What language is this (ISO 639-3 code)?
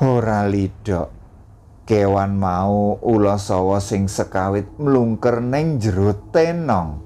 jav